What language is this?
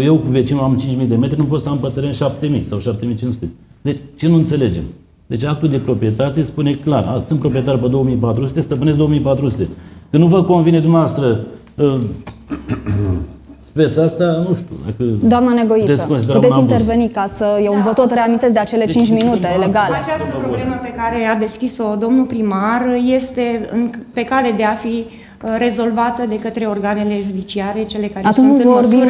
Romanian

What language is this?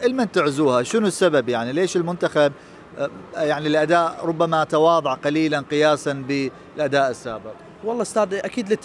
Mesopotamian Arabic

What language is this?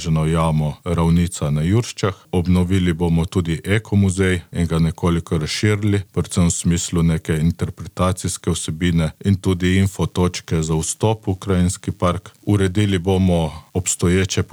Slovenian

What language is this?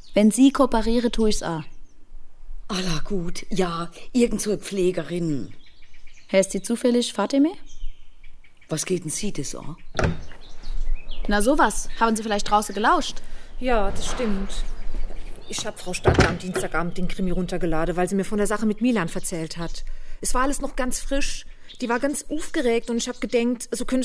German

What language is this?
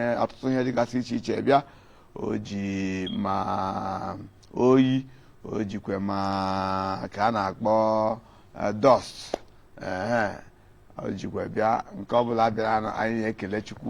Igbo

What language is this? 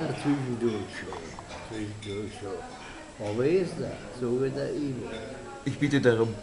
Bavarian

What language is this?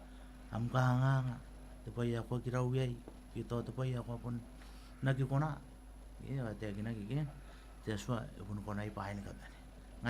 Gilbertese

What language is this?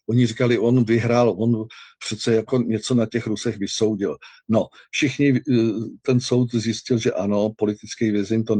Czech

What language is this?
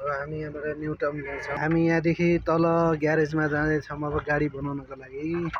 Nepali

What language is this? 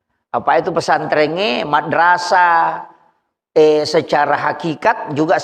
Buginese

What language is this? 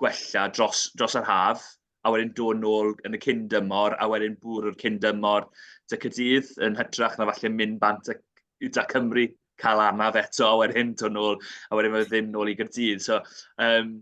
Welsh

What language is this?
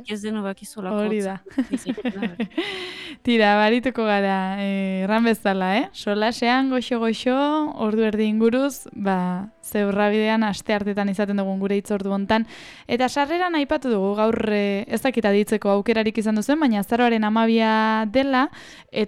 Basque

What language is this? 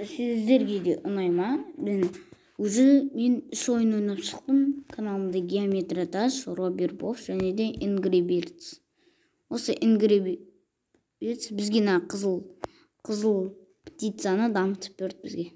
Kazakh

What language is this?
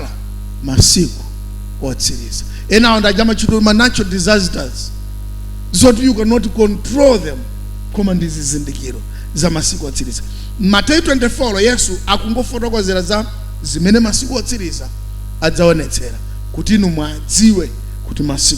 Nyanja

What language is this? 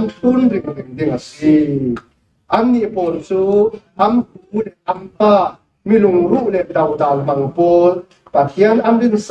Falam Chin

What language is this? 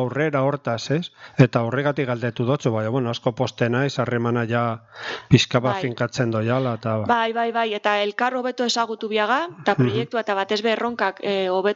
Basque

